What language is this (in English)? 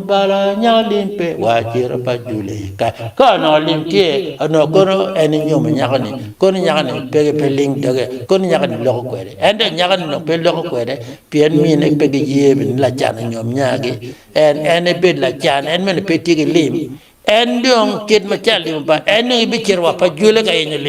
Acoli